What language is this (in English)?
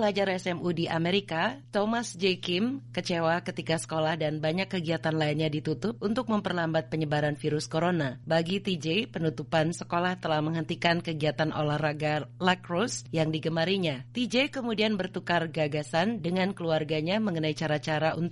Indonesian